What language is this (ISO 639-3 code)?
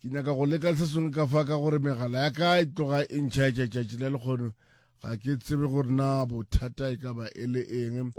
nso